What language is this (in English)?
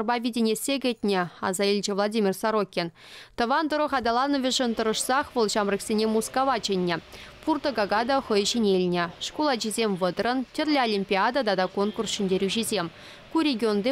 Chuvash